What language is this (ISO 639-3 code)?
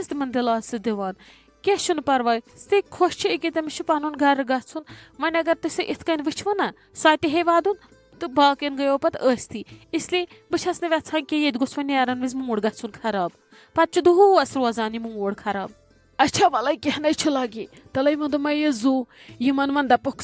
kas